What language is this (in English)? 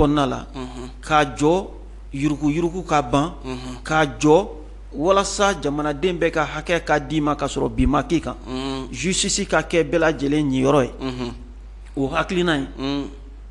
Bambara